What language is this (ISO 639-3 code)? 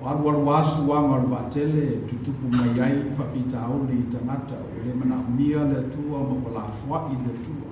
smo